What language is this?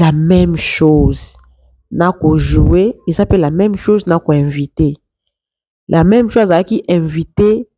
Lingala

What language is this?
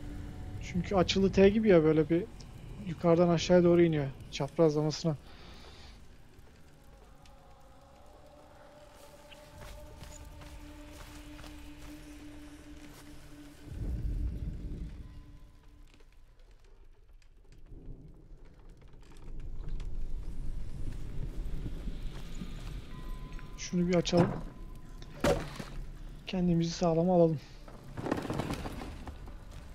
Turkish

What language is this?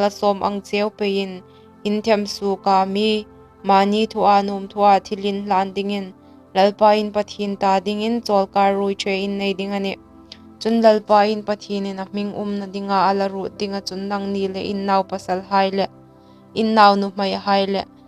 Hmar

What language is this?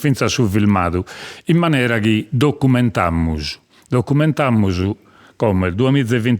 Sardinian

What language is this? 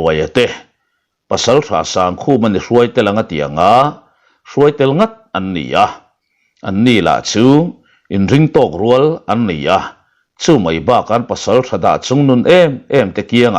Mizo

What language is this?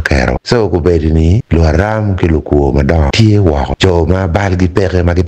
Acoli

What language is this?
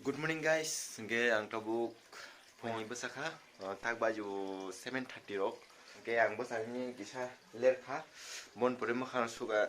Kok Borok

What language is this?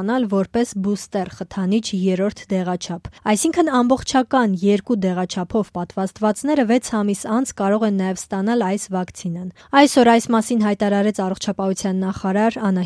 Armenian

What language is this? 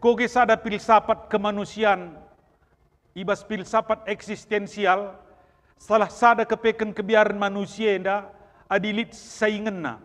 Batak Karo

